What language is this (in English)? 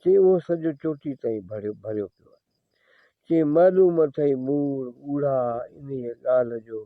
Sindhi